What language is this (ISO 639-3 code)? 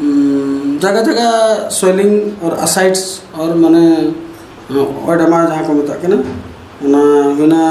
sat